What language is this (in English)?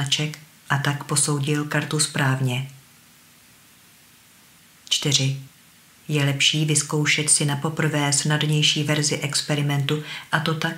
Czech